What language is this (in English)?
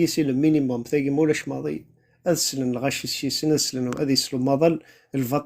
Kabyle